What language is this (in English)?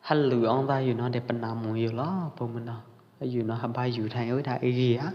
Pwo Eastern Karen